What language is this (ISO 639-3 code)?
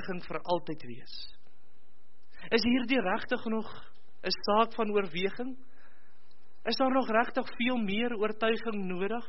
afr